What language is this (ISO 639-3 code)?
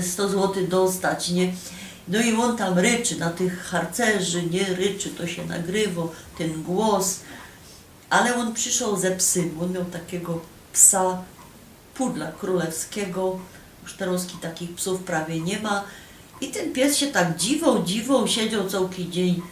szl